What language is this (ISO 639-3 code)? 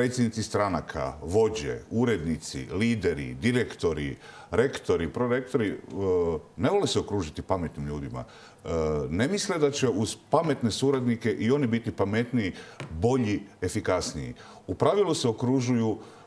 hrv